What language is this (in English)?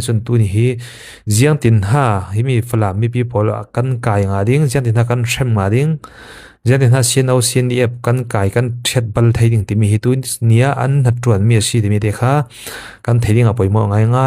Falam Chin